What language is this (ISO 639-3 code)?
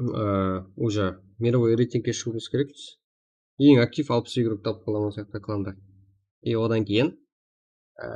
kaa